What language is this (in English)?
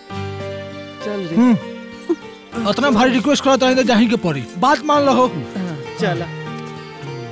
Bhojpuri